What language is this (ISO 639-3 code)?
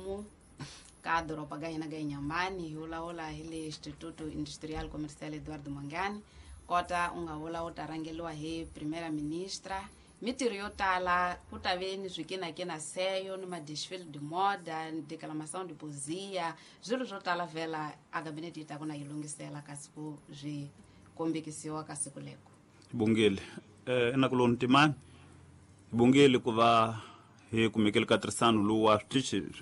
tso